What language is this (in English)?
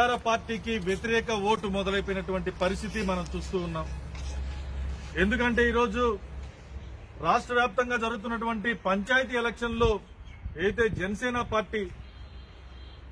Telugu